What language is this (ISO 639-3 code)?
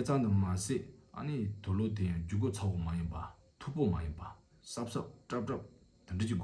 bod